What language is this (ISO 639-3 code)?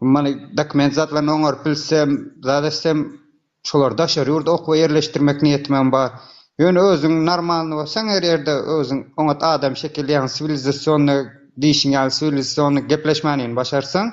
tuk